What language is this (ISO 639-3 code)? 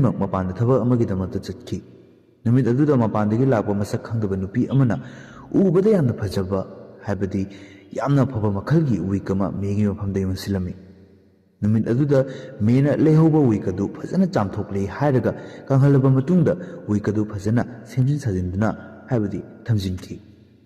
mni